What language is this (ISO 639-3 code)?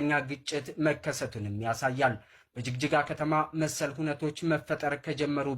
amh